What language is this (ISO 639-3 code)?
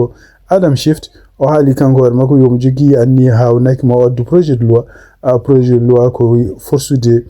ful